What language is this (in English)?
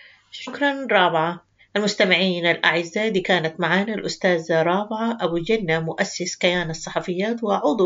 Sudanese Arabic